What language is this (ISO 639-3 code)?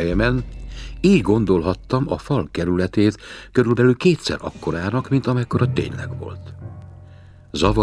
hun